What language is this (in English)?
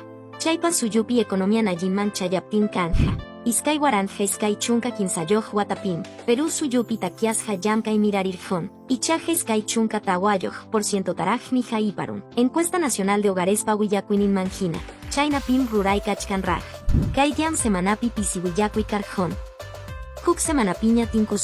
Quechua